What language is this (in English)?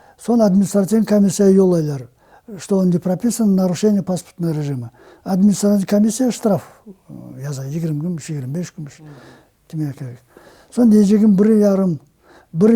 Crimean Tatar